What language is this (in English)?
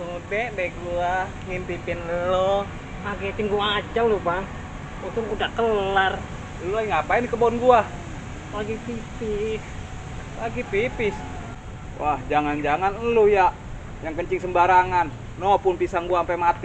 Betawi